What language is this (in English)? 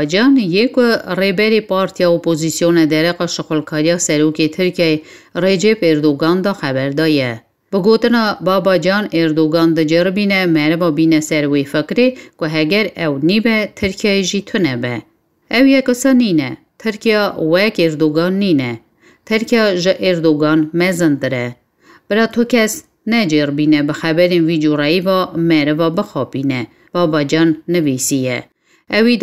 Kurdish